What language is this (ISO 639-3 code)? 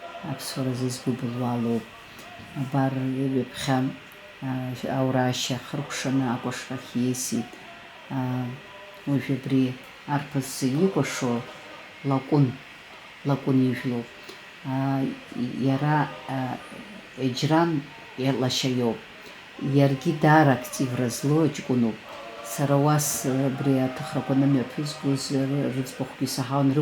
abk